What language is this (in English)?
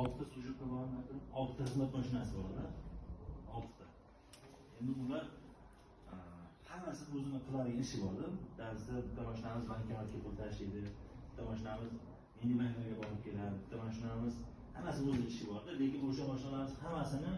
Uzbek